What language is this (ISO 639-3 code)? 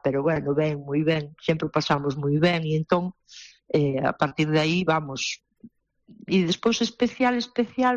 glg